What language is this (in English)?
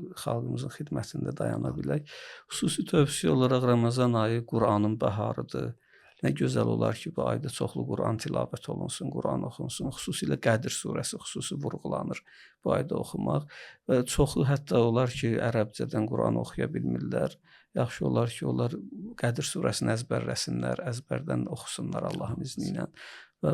Azerbaijani